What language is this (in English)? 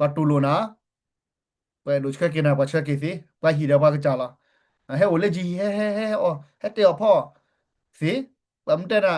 S'gaw Karen